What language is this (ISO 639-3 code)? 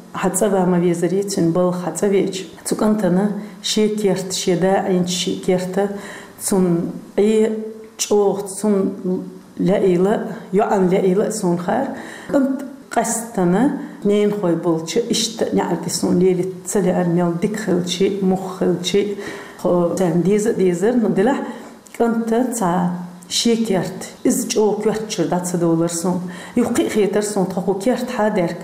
che